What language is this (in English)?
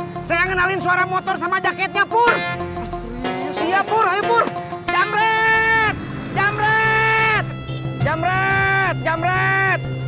Betawi